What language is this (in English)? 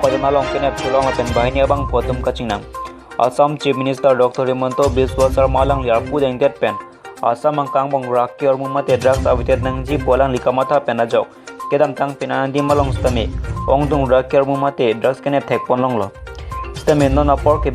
Karbi